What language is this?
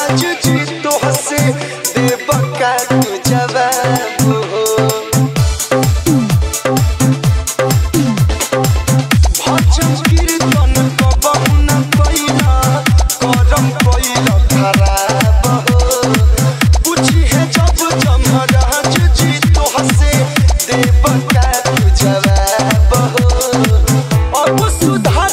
Bhojpuri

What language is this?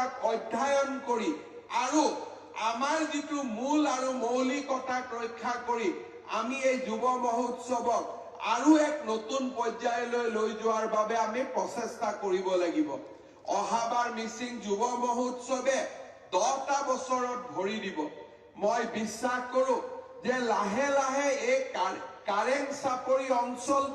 Assamese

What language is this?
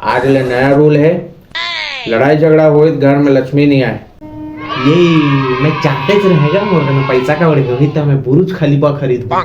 Chhattisgarhi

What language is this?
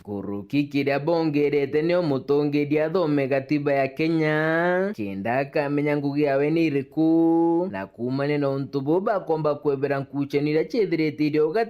Meru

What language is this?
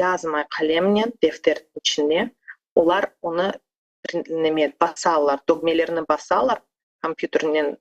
Crimean Tatar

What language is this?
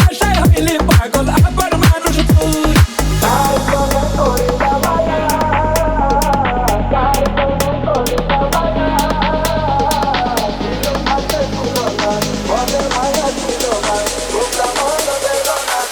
Bangla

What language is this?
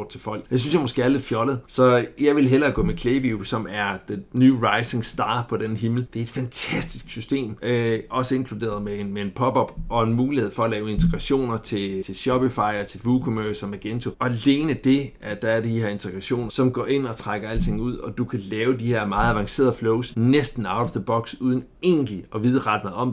Danish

